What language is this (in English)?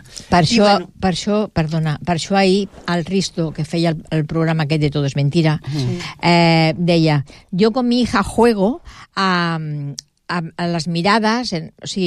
Catalan